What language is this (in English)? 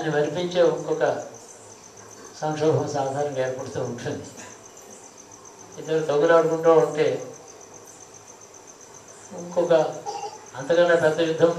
Telugu